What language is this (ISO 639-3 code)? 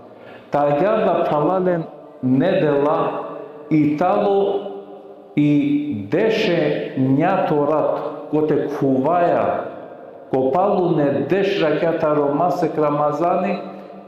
rmn